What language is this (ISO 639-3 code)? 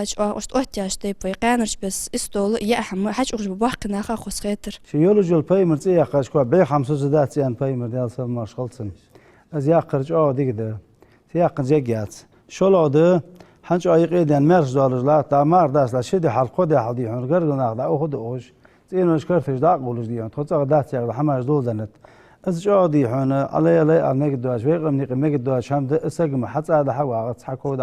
inh